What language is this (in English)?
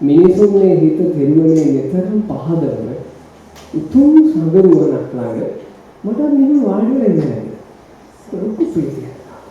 Sinhala